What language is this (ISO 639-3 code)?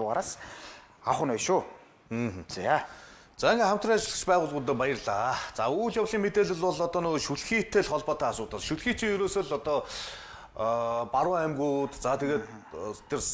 mon